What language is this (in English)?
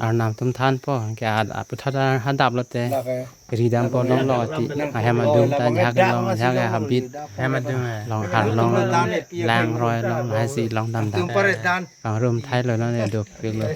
Karbi